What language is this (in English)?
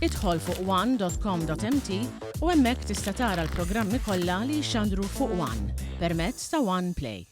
Maltese